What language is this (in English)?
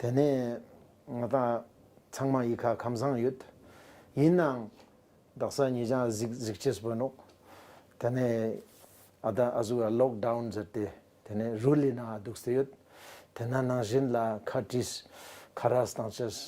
Ladakhi